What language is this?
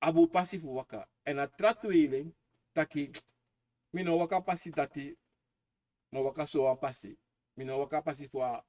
Sranan Tongo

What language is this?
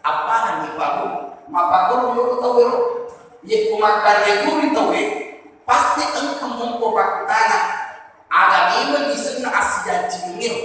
Buginese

